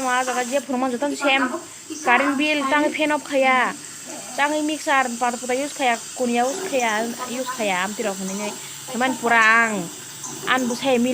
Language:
Kok Borok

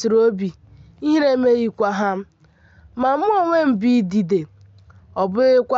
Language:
Igbo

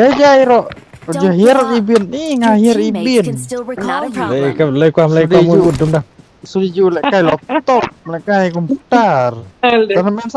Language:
Khasi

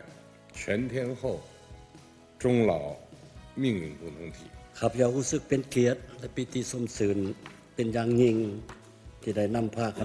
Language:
Lao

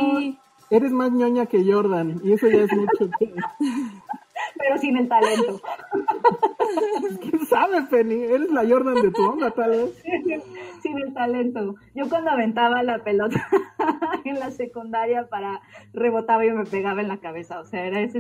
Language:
Spanish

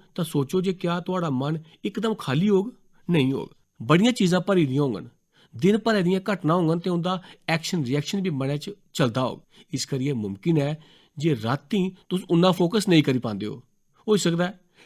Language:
Dogri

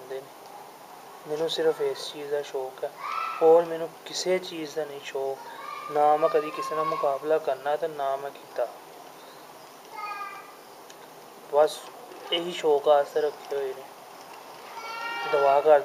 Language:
Punjabi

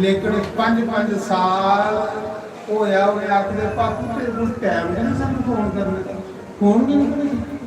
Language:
Dogri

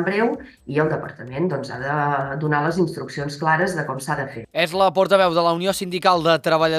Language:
Catalan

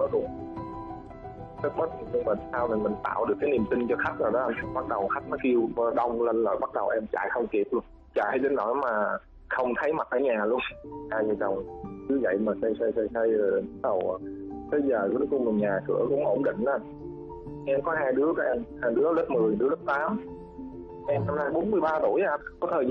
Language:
Vietnamese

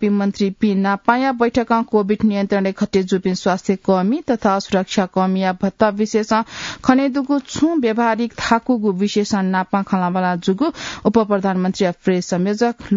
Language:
Newari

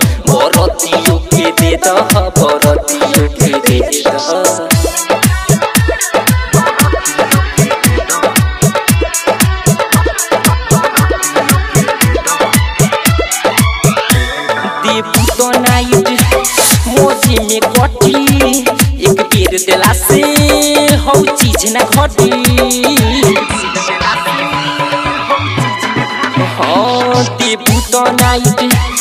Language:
Bhojpuri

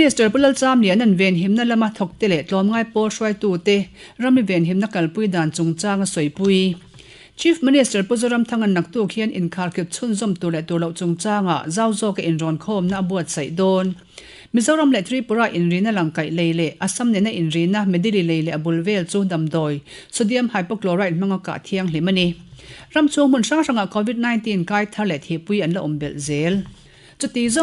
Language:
Mizo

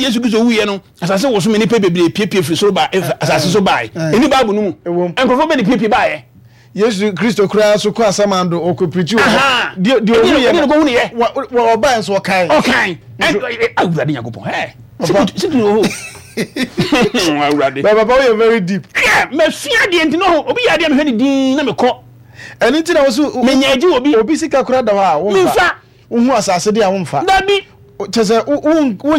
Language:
Akan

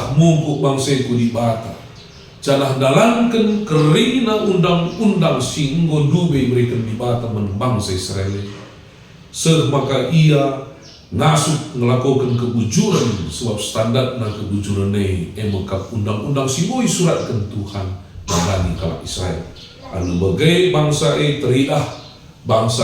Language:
Batak Karo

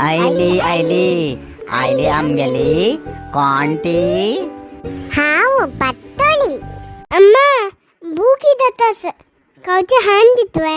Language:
Konkani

